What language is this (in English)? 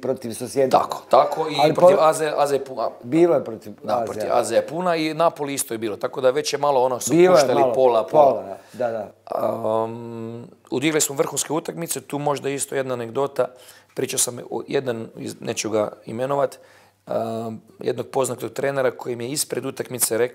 Bosnian